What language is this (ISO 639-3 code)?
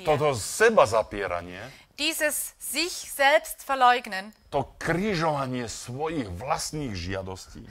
slk